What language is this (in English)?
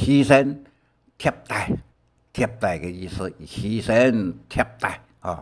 Hakka Chinese